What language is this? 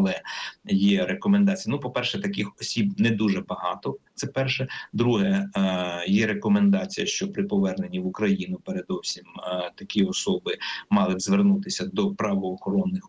Ukrainian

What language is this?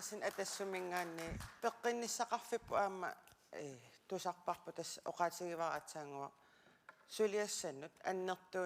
Kalaallisut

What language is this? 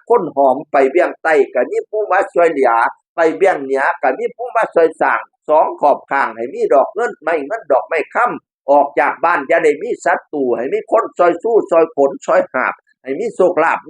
Northeastern Thai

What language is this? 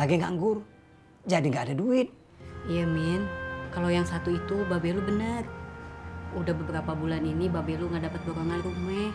Betawi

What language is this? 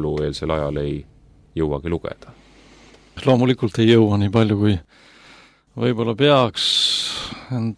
Estonian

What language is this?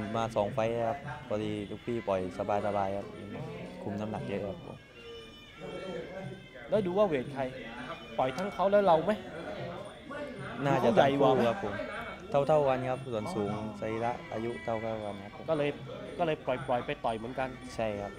Thai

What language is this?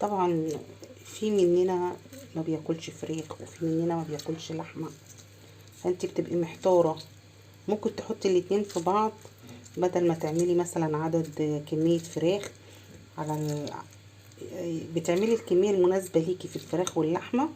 Egyptian Arabic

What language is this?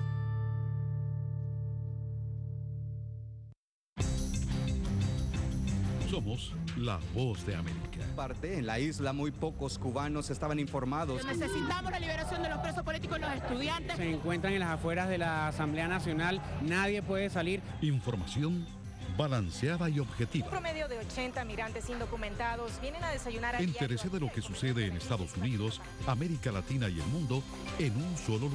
Spanish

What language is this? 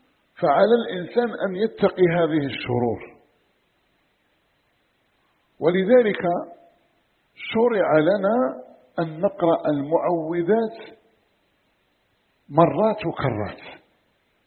Arabic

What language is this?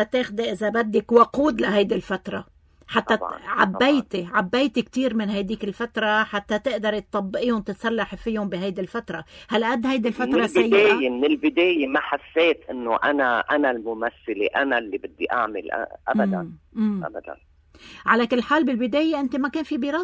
North Levantine Arabic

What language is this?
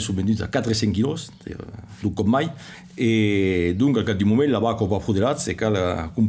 Occitan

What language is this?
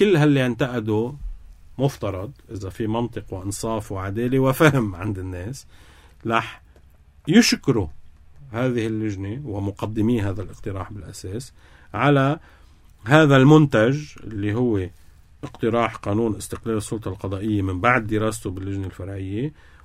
North Levantine Arabic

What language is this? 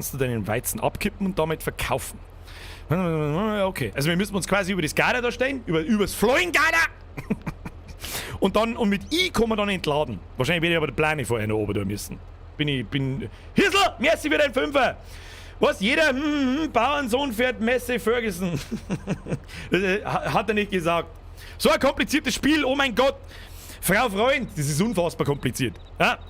Bavarian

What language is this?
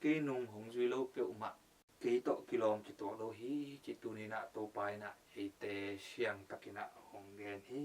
Tedim Chin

